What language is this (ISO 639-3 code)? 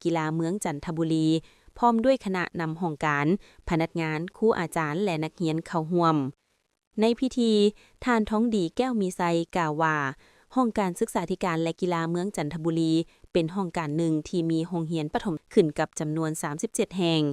lao